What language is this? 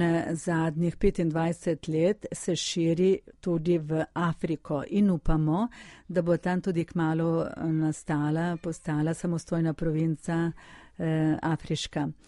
Slovenian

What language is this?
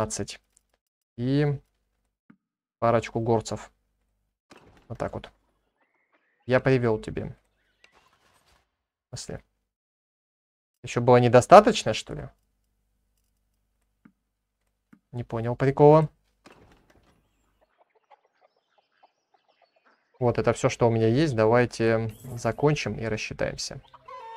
Russian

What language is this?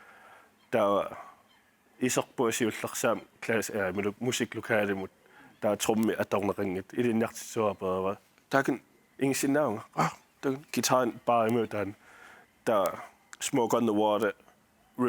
Kalaallisut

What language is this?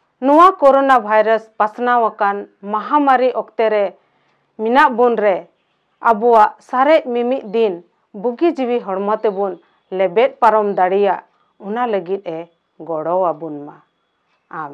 Santali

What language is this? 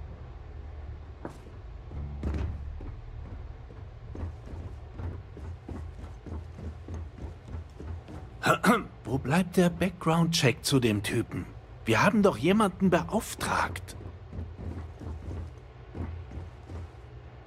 German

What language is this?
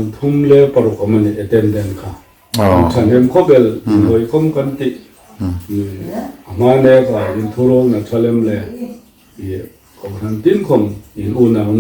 Hmar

